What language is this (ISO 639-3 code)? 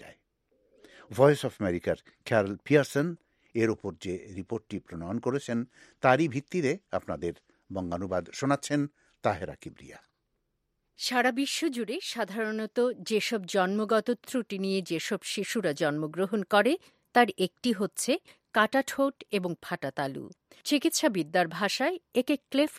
ben